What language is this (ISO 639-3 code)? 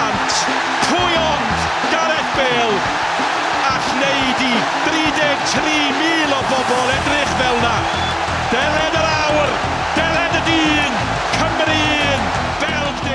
cym